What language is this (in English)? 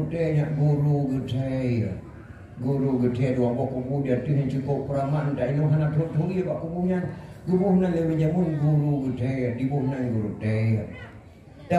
Achinese